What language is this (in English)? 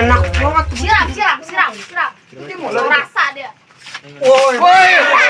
Betawi